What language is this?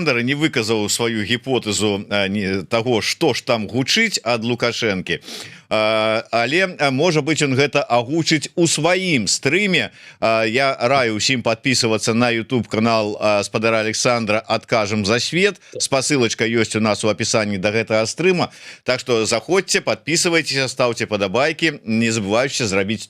Belarusian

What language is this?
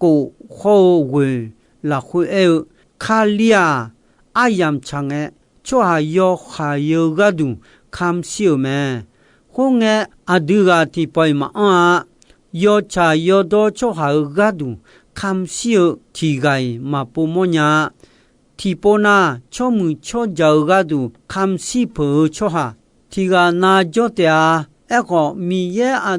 Akha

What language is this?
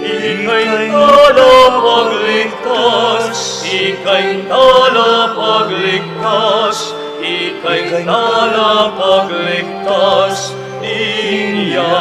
Pampanga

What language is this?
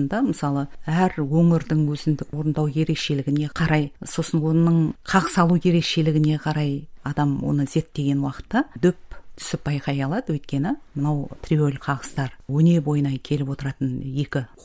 Kazakh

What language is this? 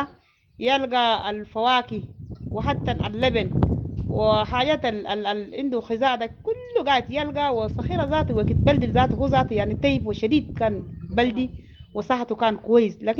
Sudanese Arabic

